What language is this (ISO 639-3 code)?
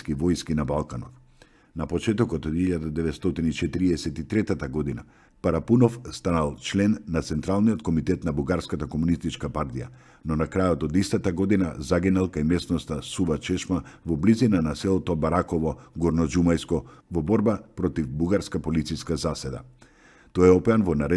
mkd